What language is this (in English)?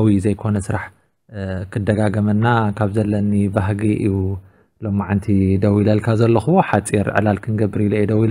Tigrinya